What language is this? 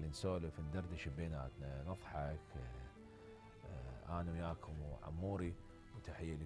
Mesopotamian Arabic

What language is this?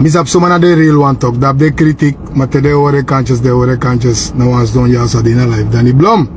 Sranan Tongo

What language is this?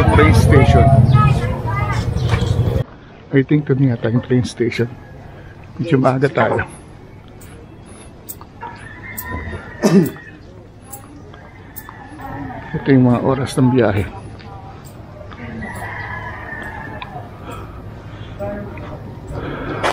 Filipino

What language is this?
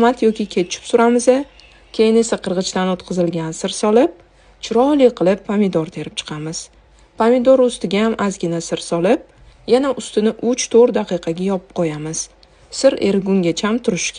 Uzbek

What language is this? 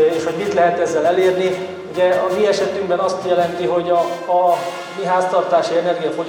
Hungarian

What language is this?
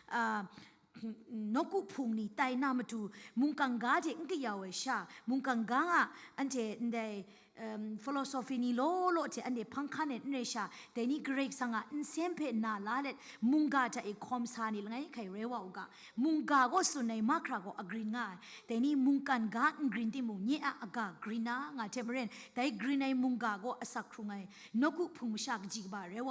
Kachin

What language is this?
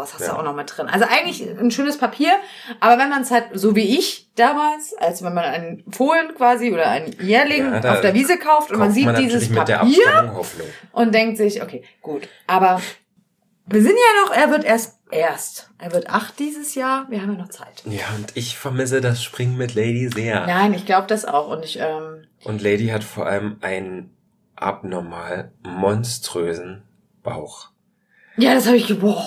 German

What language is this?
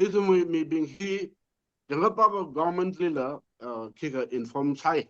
Tangkhul Naga (India)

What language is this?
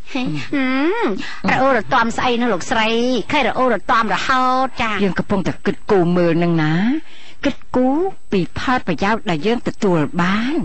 Khmer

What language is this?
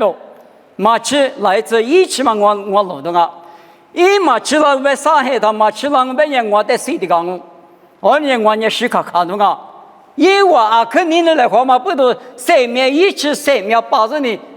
Lisu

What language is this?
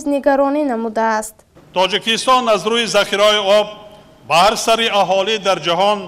Tajik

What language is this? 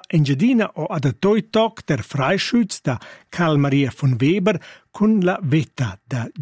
Romansh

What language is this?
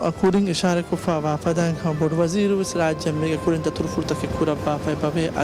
Divehi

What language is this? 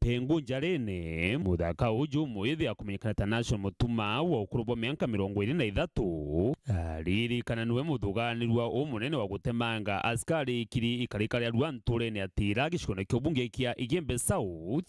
Meru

